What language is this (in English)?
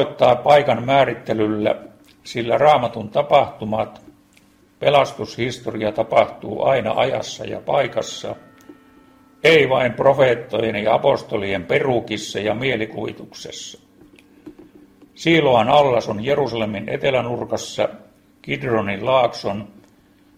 Finnish